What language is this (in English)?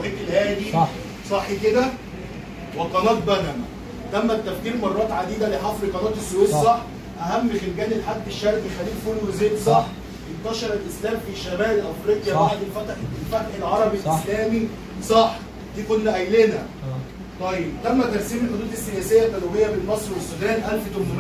Egyptian Arabic